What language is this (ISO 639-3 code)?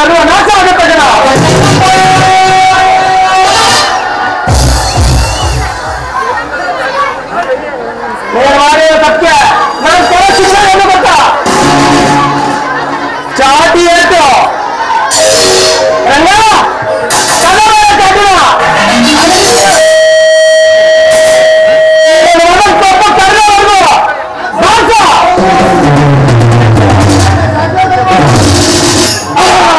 kan